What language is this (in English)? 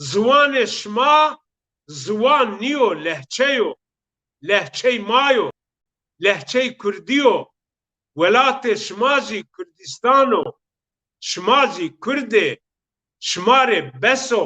Zaza